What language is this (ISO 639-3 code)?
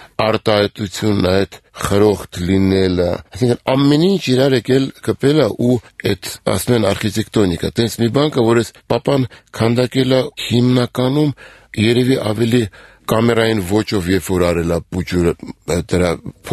hye